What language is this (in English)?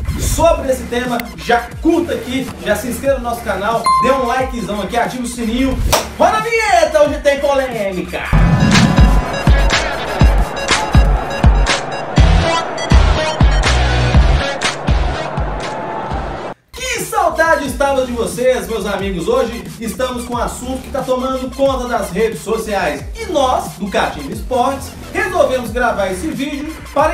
Portuguese